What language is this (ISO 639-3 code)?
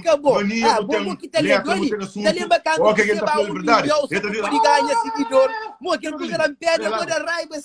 kea